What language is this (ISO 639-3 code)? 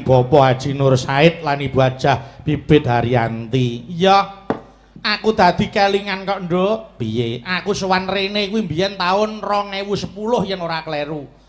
jav